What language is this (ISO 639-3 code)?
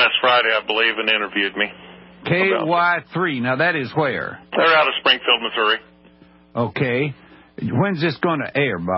eng